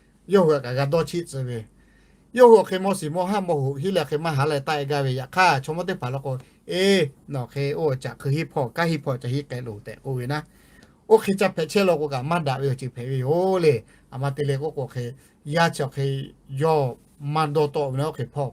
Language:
Lahu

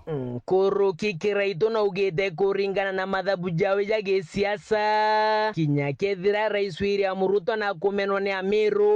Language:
Meru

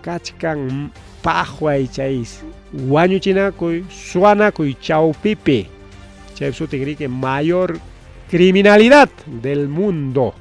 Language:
Ayacucho Quechua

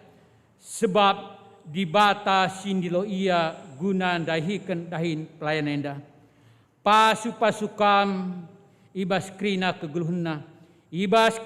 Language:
Batak Karo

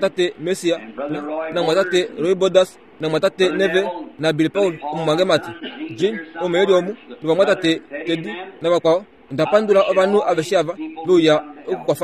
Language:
Kuanyama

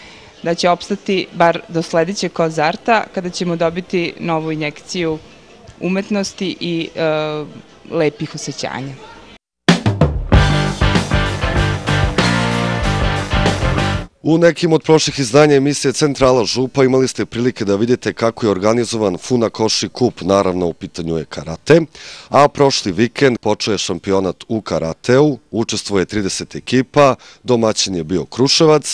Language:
Serbian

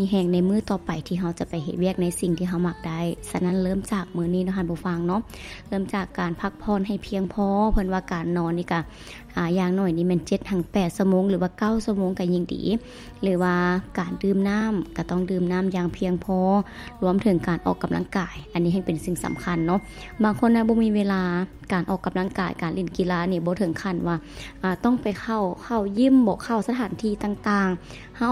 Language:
Lao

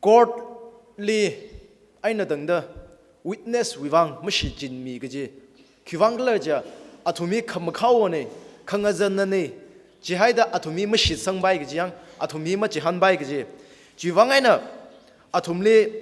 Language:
Tangkhul Naga (India)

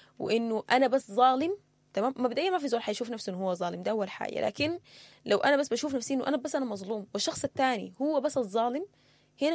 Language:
Sudanese Arabic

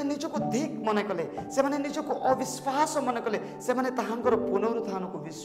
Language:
Odia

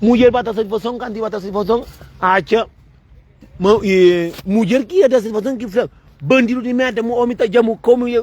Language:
Kabuverdianu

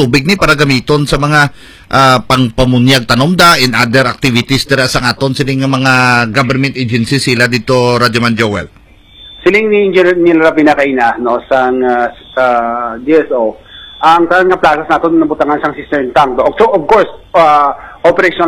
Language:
Hiligaynon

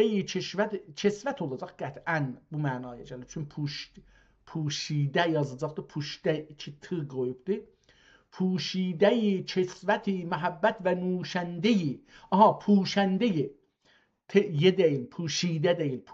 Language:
South Azerbaijani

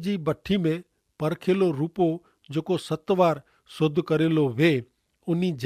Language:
Kachhi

